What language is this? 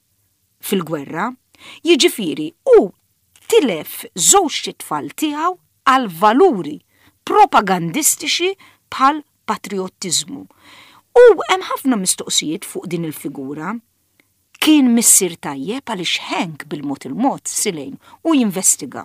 Maltese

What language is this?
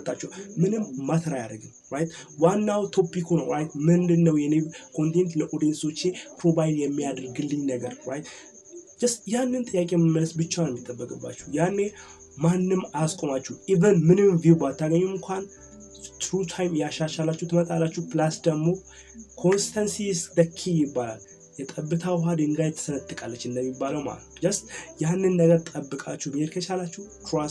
Amharic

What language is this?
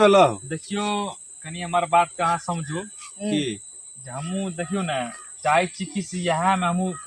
Maithili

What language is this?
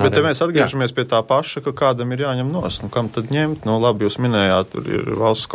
Latvian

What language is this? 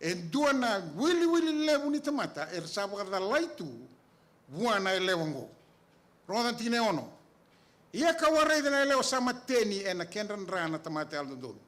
Fijian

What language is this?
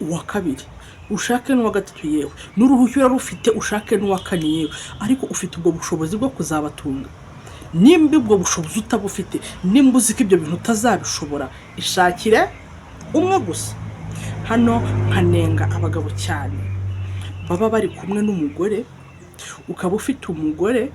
Kinyarwanda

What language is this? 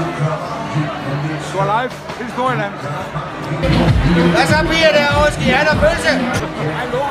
Danish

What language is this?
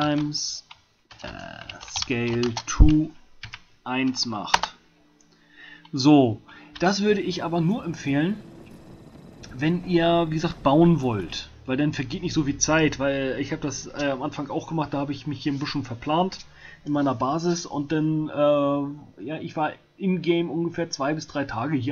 German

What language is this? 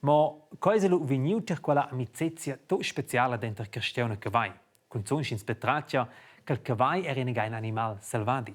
Romansh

